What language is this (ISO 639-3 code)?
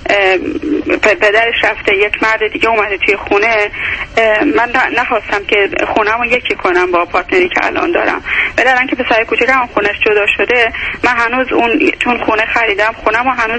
fas